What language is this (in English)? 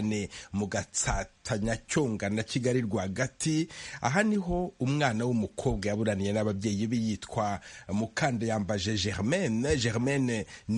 Kinyarwanda